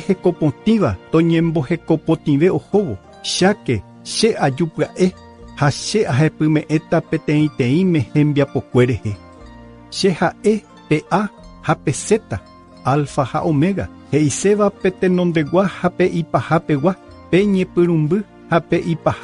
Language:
Guarani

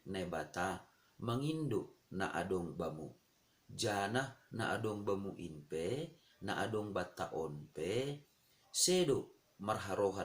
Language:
Batak Simalungun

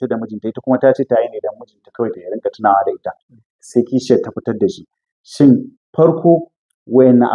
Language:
Hausa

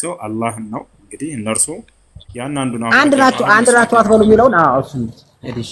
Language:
Amharic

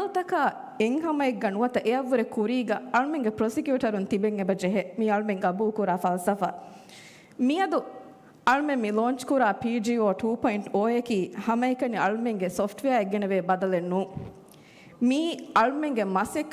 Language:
Divehi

